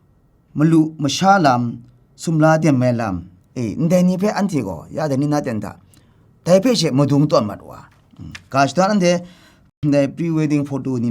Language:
Kachin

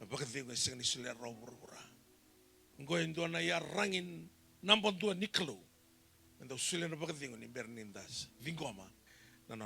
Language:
Fijian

